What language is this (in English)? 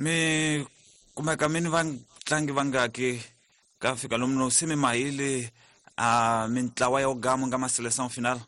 Tsonga